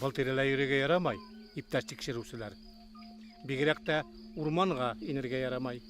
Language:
Bashkir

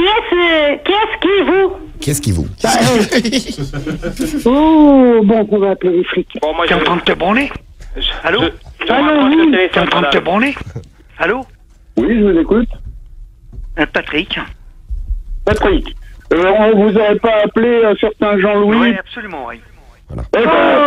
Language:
French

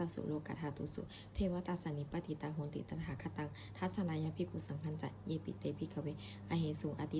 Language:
Pali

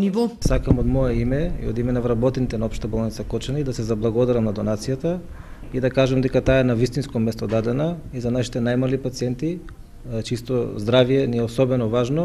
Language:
Macedonian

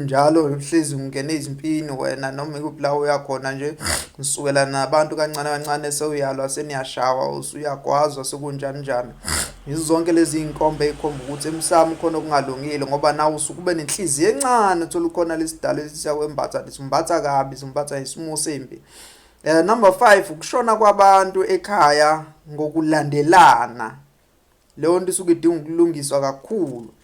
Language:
Zulu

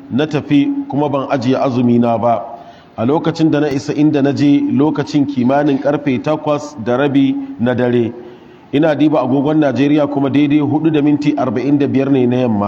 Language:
Hausa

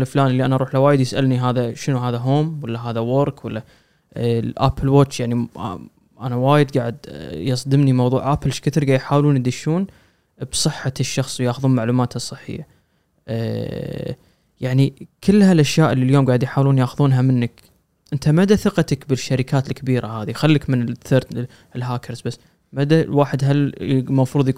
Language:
Gulf Arabic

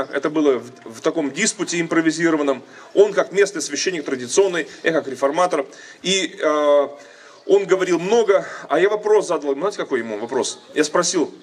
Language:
Russian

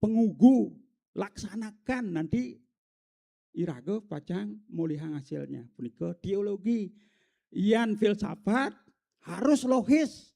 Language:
Balinese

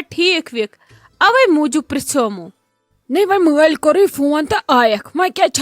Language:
Kashmiri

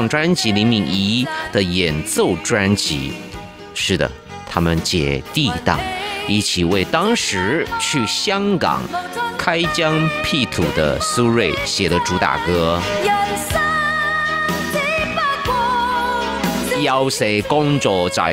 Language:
Chinese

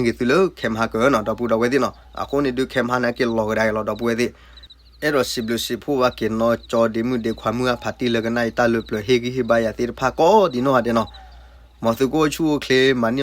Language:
S'gaw Karen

